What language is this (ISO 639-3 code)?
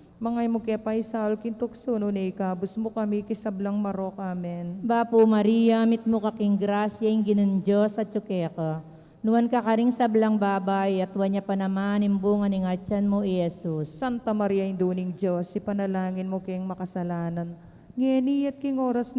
pam